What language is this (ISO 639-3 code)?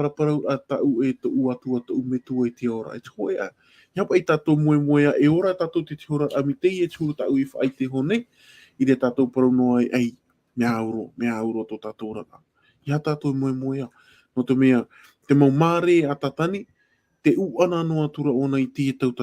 tah